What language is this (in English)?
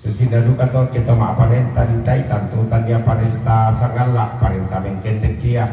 Toraja-Sa'dan